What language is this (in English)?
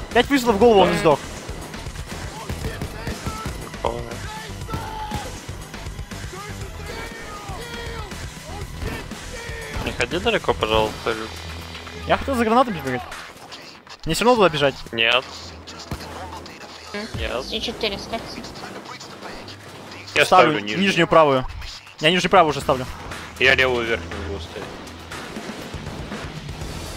Russian